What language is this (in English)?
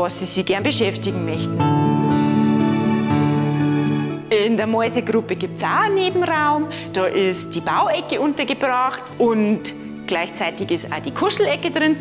German